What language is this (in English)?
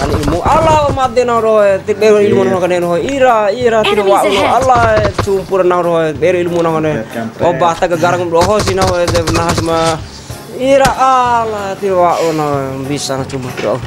Bima